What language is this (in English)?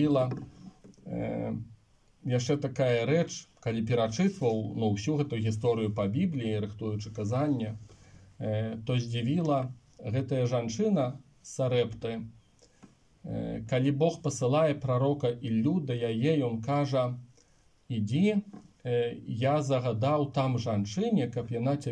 Belarusian